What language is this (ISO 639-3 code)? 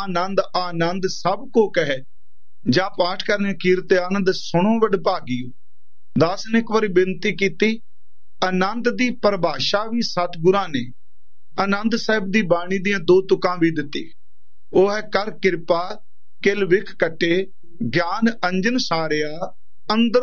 pan